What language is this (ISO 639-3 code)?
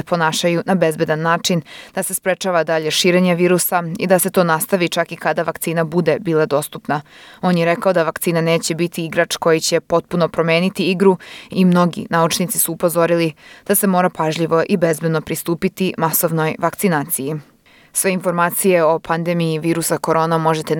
srp